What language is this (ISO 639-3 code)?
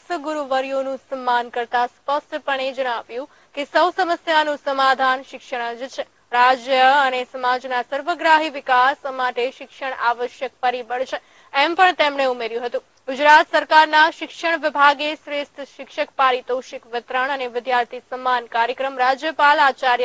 guj